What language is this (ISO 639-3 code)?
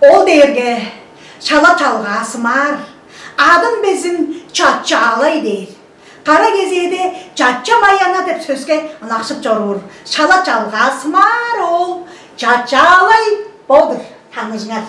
tyv